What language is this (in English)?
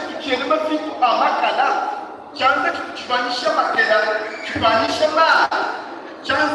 Luba-Lulua